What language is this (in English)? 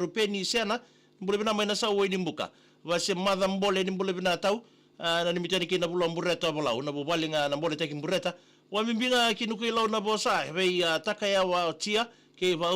Fijian